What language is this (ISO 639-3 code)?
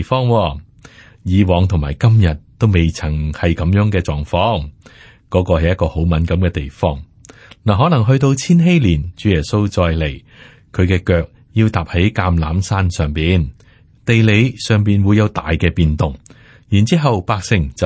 yue